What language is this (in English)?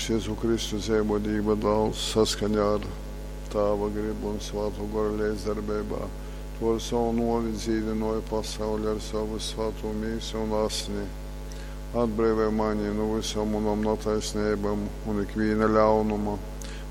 Latgalian